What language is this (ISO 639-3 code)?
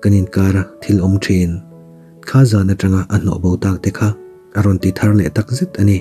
lus